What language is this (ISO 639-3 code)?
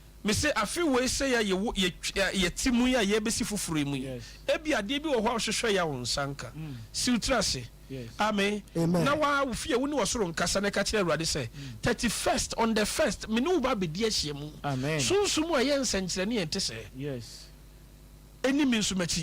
aka